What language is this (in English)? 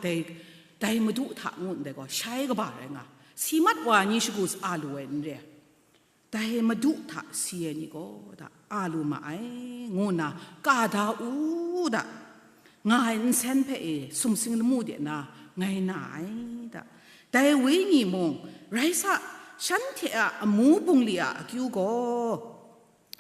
Kachin